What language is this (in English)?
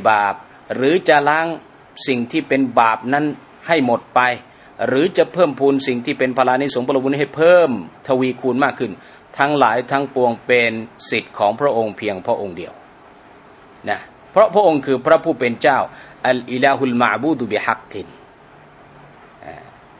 Thai